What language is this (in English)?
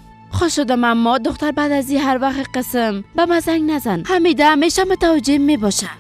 Persian